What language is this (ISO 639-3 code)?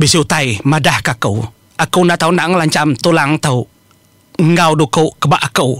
iba